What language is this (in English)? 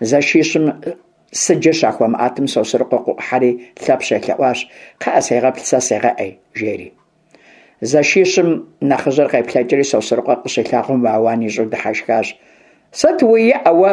Kabardian